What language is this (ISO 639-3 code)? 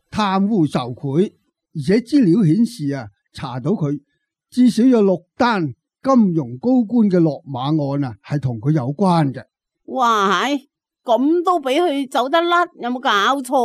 yue